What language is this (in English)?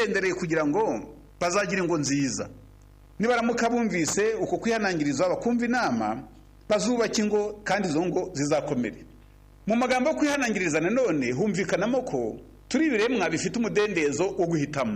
Kinyarwanda